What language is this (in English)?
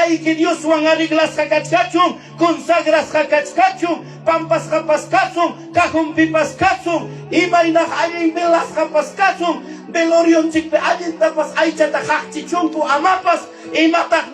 Ayacucho Quechua